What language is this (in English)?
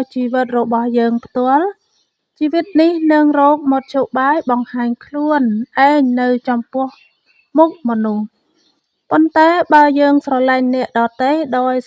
Khmer